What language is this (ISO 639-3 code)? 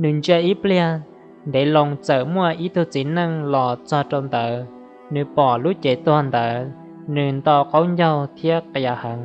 hmn